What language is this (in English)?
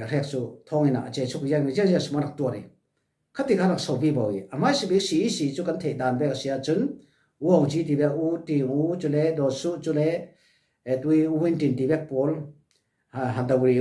Falam Chin